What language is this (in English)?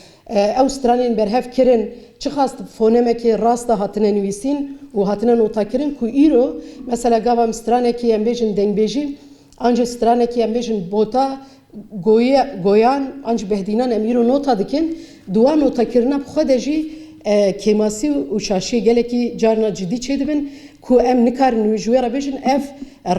Kurdish